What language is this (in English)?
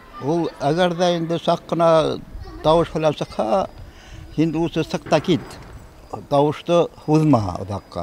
Bashkir